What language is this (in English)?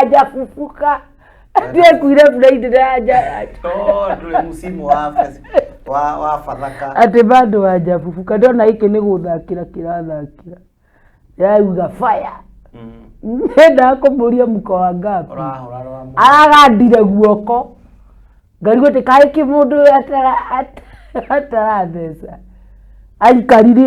Kikuyu